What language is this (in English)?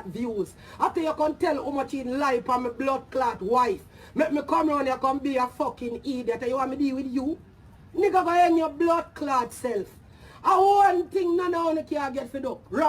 Jamaican Creole English